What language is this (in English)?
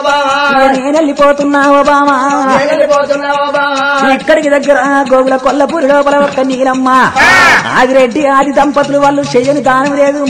Telugu